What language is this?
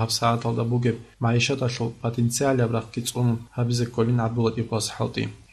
Avaric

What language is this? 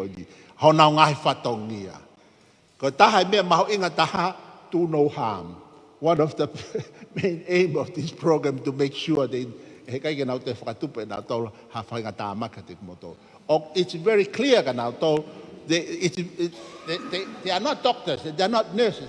Tongan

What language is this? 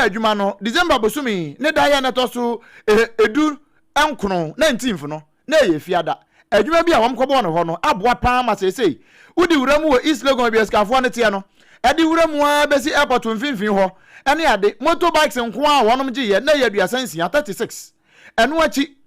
Akan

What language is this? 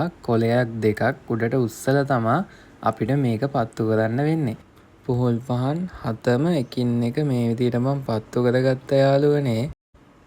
Sinhala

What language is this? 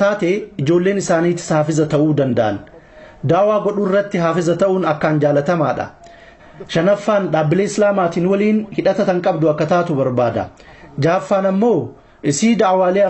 Oromo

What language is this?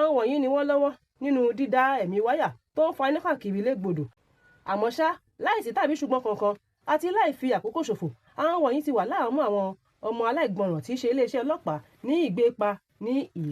Yoruba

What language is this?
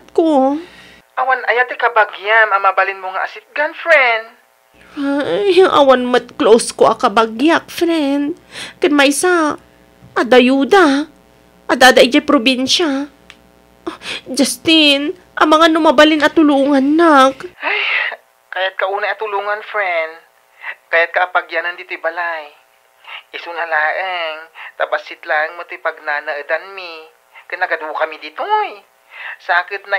Iloko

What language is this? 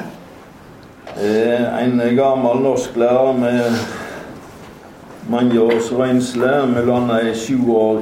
Norwegian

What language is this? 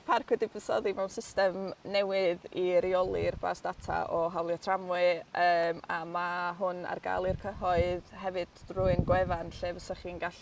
Welsh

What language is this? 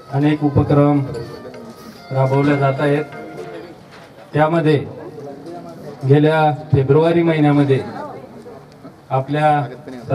Marathi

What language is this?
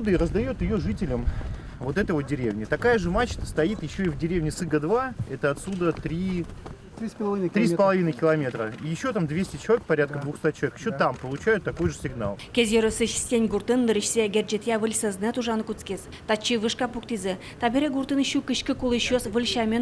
Udmurt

